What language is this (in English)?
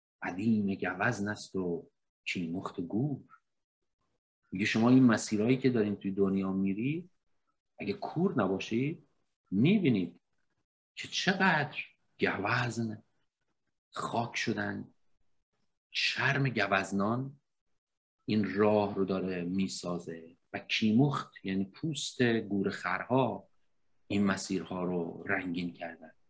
Persian